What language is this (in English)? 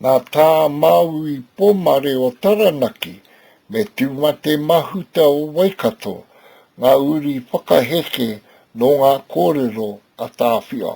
Māori